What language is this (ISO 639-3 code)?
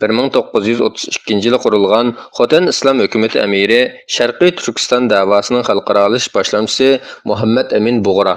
uig